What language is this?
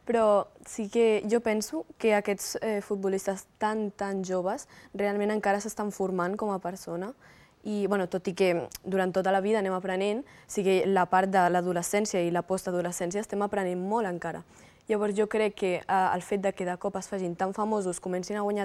Catalan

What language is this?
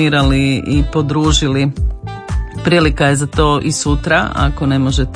Croatian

